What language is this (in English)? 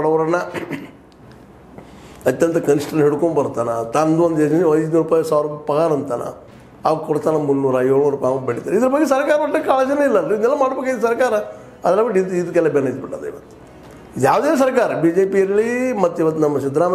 Kannada